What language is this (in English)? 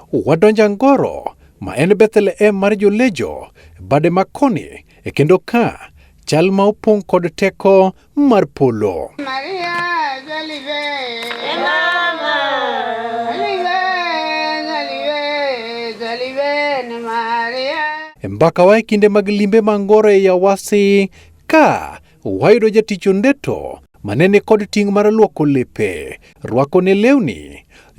Luo (Kenya and Tanzania)